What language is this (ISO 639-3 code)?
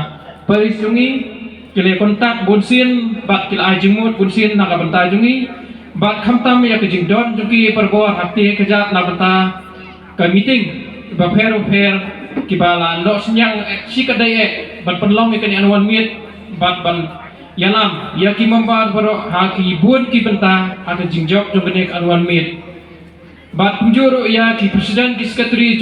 kha